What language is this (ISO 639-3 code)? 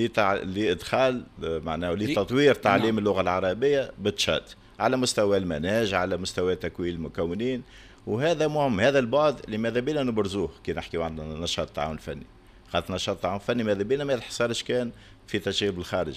aeb